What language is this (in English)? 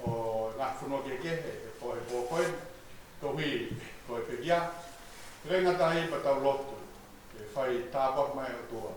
Tongan